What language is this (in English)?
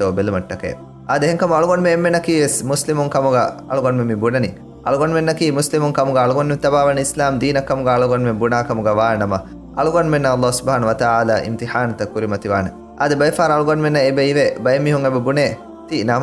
Divehi